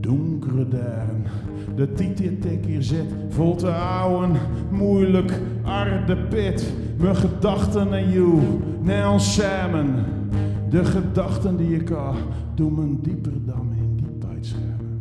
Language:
Zeelandic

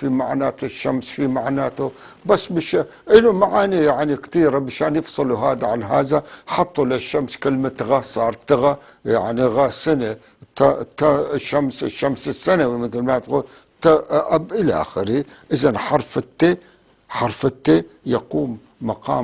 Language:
North Levantine Arabic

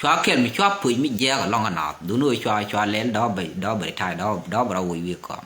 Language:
Nuer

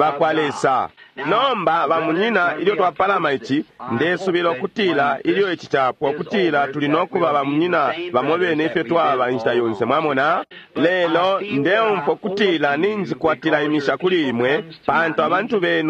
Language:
Bemba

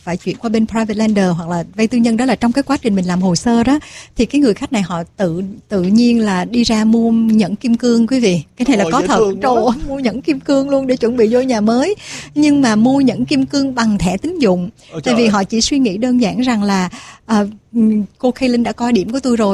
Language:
Vietnamese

